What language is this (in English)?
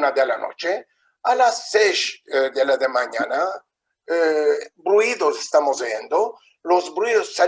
Ladino